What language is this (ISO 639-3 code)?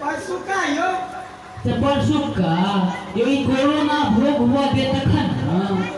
mai